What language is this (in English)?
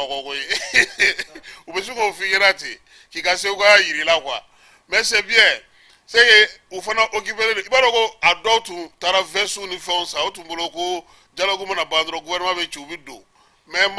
Bambara